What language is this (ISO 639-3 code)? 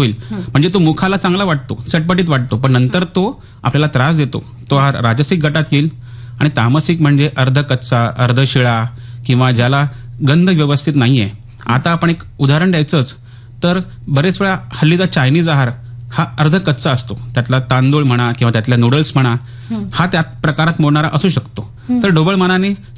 mar